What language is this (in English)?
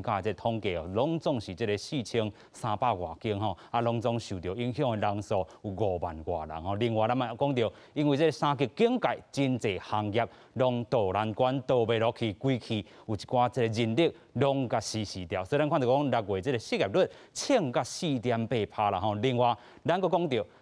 Min Nan Chinese